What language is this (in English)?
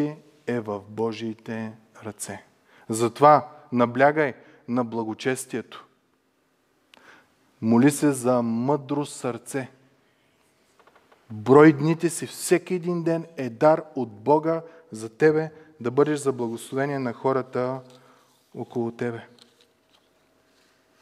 Bulgarian